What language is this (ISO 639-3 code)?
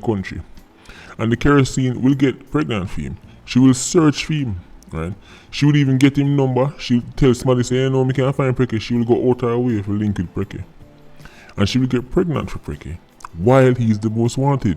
jam